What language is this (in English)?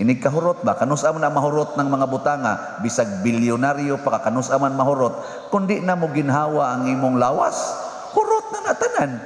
Cebuano